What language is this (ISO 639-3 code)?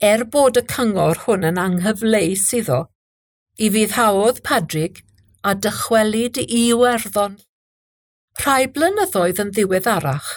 cym